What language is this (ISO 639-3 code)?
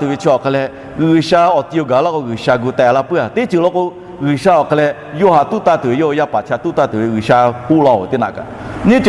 lhu